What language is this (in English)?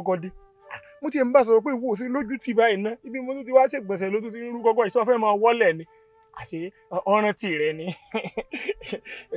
Yoruba